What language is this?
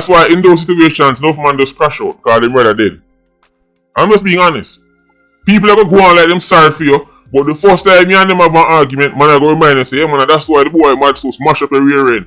Jamaican Creole English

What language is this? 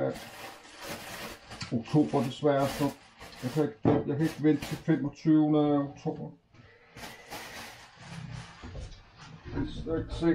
Danish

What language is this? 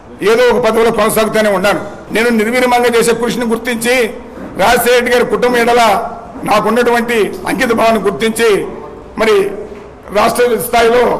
Telugu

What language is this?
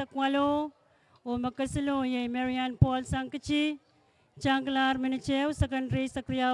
Pohnpeian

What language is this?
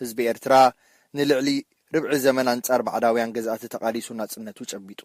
Tigrinya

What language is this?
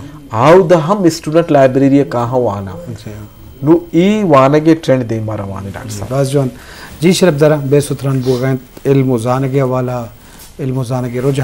Eastern Balochi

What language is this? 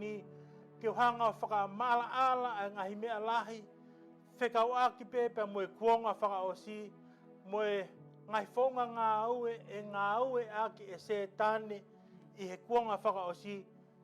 Tongan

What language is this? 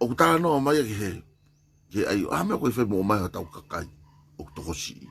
Tongan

